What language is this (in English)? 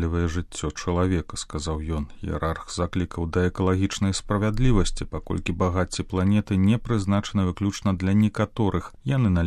Belarusian